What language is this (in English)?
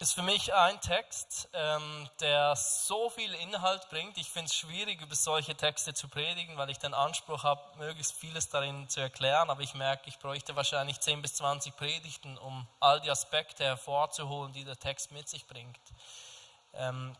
Swiss German